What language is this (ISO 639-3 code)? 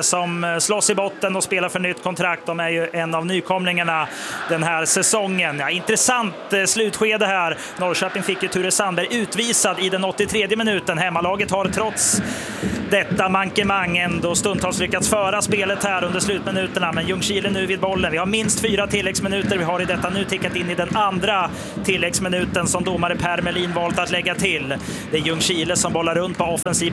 swe